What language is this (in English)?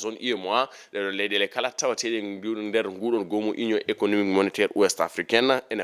Fula